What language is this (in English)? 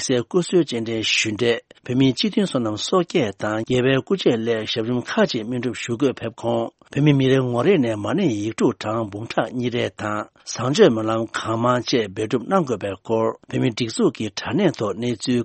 Tibetan